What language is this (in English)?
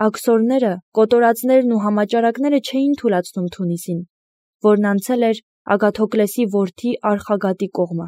Armenian